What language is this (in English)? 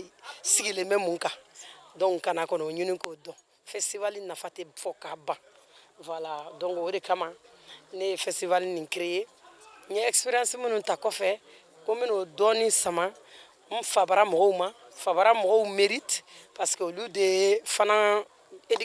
Bambara